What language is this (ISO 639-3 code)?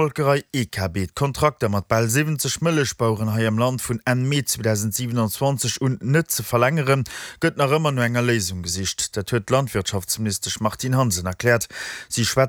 ltz